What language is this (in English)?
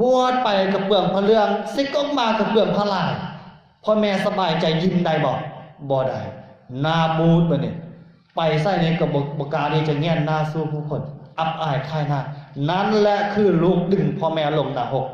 Lao